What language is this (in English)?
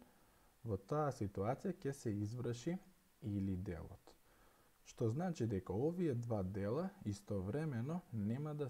Macedonian